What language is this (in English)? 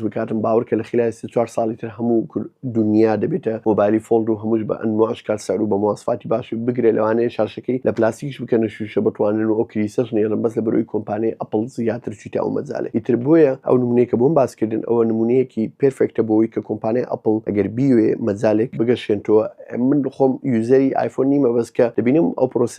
Central Kurdish